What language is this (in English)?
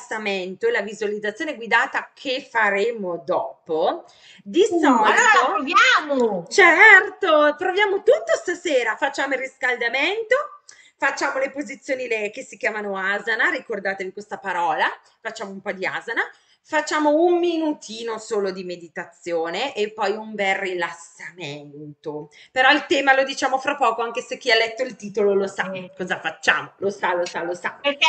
Italian